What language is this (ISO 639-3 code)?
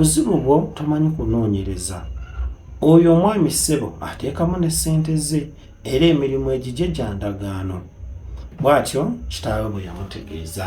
lug